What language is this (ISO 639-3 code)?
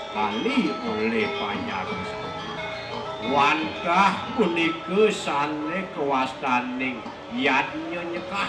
ban